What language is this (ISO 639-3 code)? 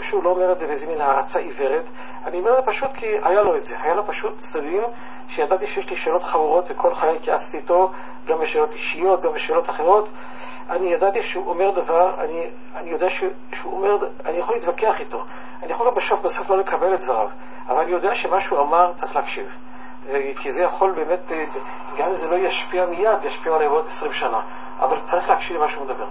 heb